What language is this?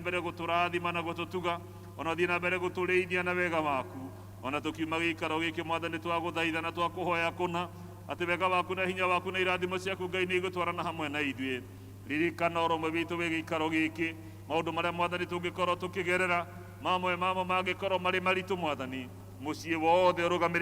Kikuyu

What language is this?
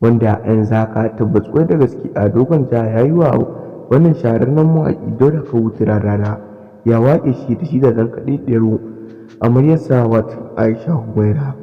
Hausa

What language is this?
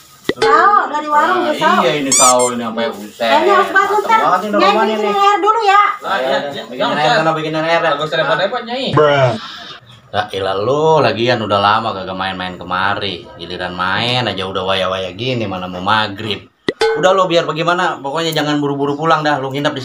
Betawi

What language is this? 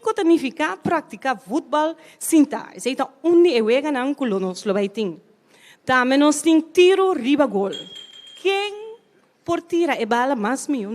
Papiamento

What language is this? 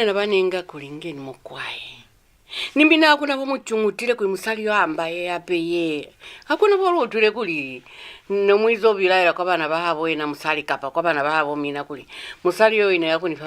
Lozi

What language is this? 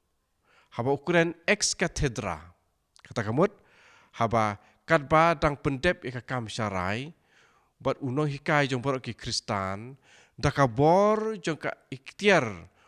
Khasi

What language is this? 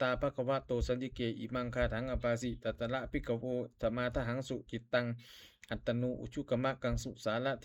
Pali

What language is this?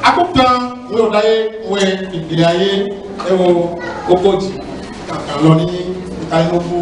Ifè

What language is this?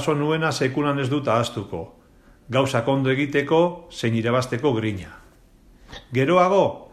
Basque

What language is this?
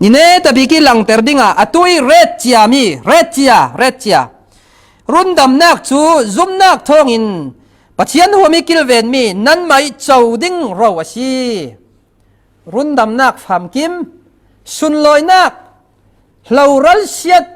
Falam Chin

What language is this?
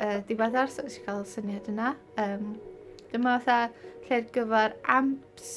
Welsh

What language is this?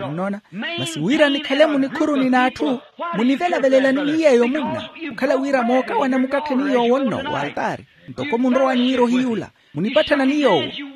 Makhuwa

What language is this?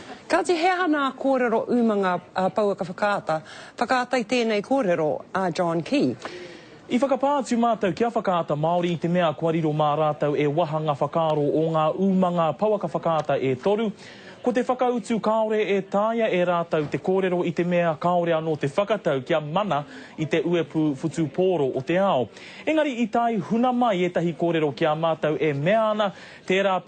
Māori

